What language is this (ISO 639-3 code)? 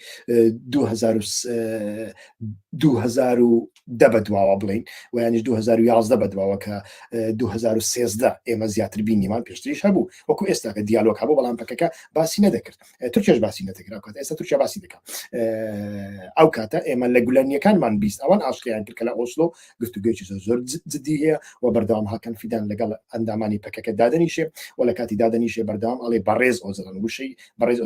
ckb